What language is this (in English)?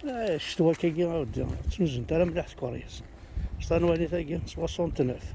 Kabyle